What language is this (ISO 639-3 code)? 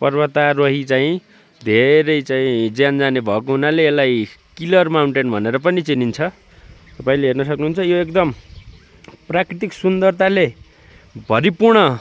nep